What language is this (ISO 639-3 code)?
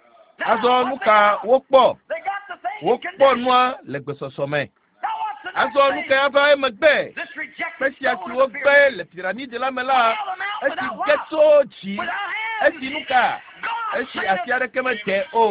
ewe